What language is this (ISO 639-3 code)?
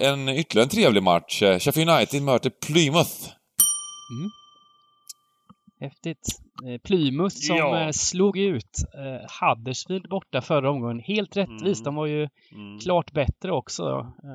swe